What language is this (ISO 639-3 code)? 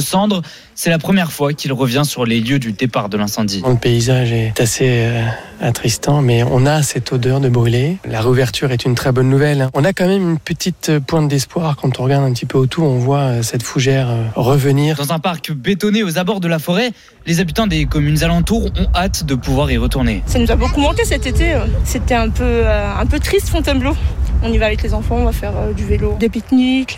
fra